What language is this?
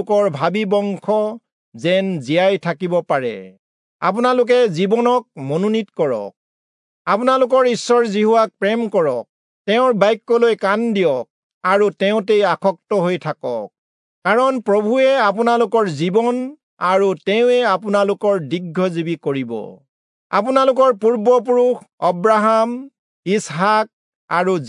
Assamese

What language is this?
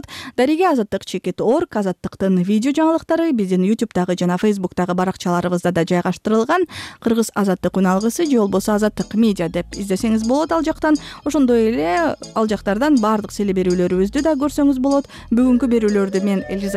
Kyrgyz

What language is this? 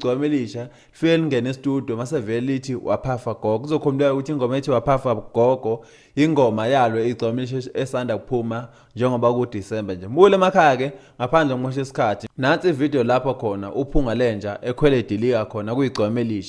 Zulu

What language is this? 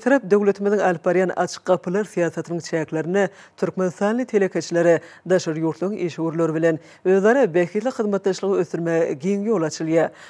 Turkmen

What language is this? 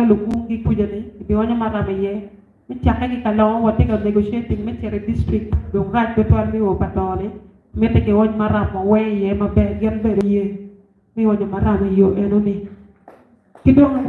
Acoli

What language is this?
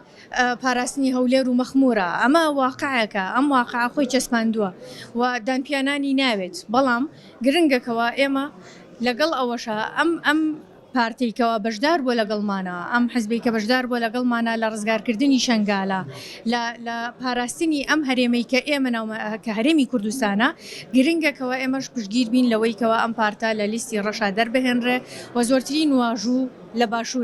Central Kurdish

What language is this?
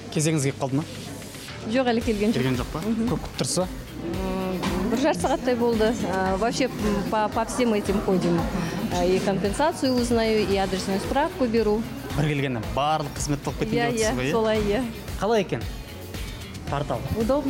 Kazakh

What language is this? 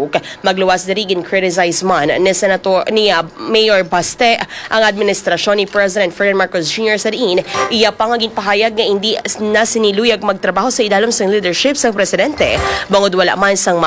Hiligaynon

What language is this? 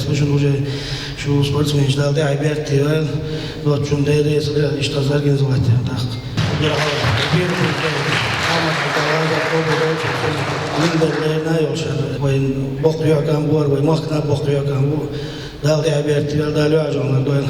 Chechen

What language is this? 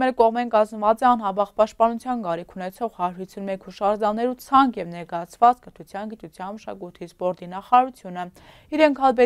Armenian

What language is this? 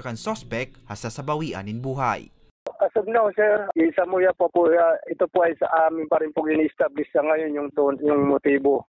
Bikol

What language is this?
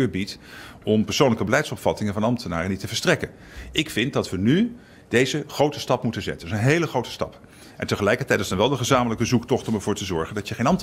Dutch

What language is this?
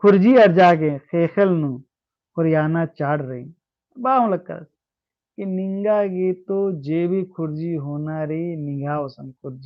Kurukh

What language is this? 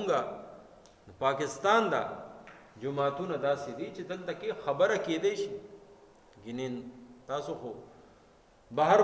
Pashto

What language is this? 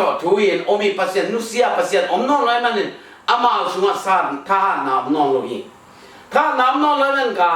Tedim Chin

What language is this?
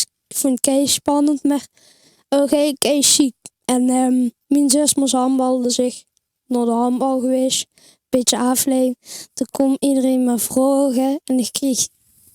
Limburgish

